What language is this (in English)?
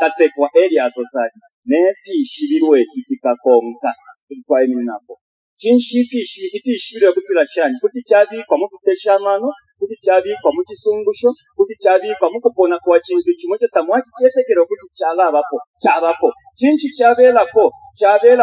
Bemba